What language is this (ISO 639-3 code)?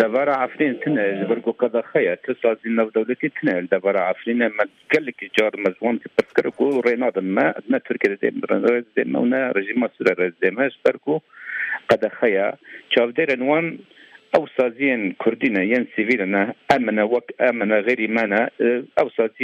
kur